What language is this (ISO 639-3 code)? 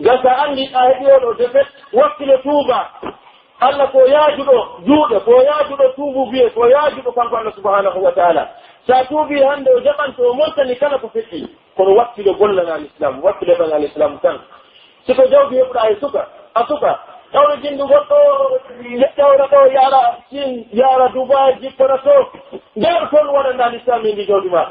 fuf